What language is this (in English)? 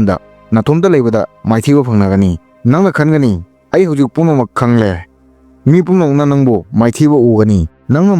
Manipuri